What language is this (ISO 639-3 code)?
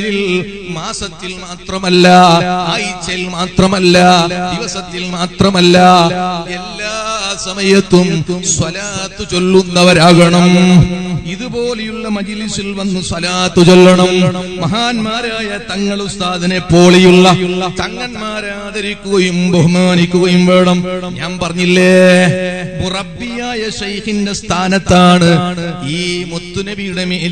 mal